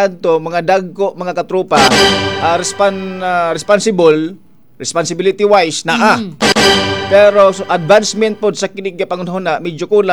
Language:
Cebuano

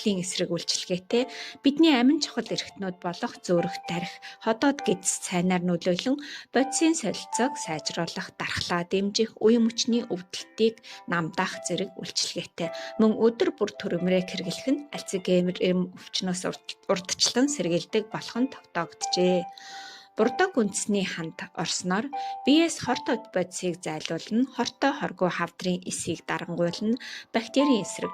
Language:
Mongolian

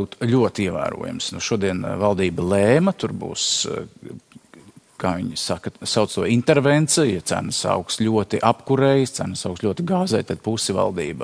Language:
Latvian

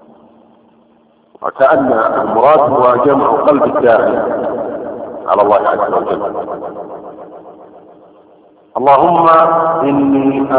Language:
Arabic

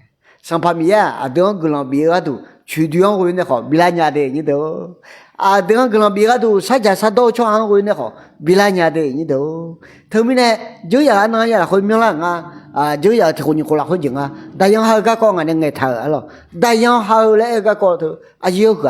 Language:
Akha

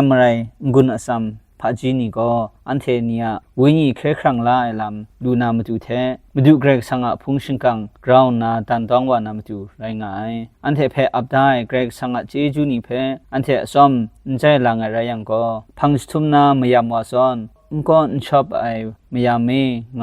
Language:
Kachin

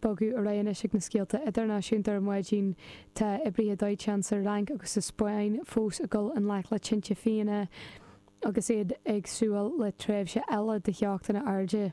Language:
Irish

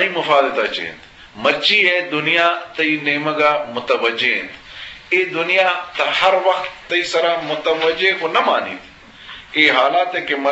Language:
Eastern Balochi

